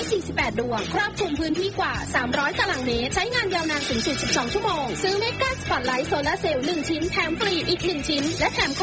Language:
Thai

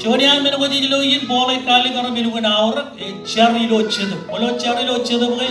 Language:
Marshallese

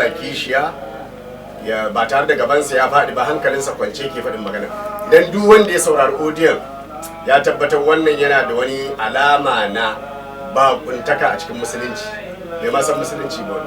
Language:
Hausa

